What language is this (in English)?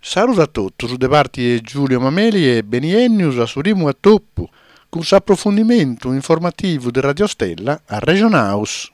Sardinian